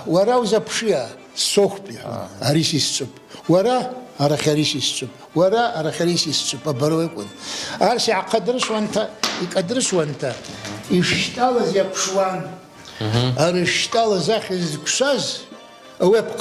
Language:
Abkhazian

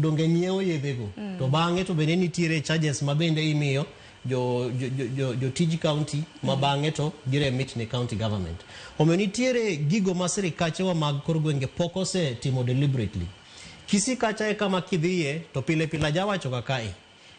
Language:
Luo (Kenya and Tanzania)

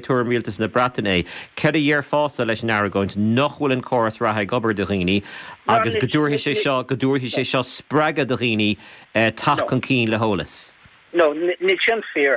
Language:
Irish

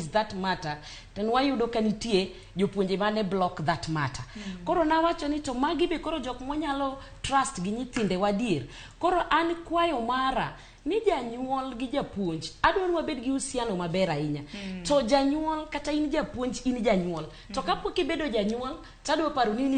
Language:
Luo (Kenya and Tanzania)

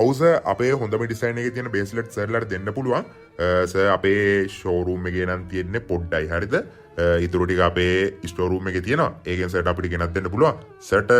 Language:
Sinhala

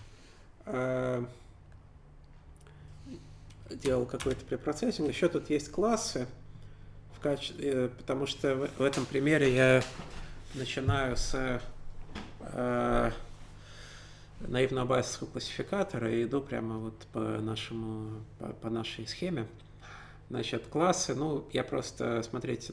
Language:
Russian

